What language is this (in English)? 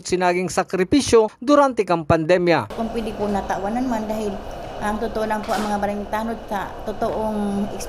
Bikol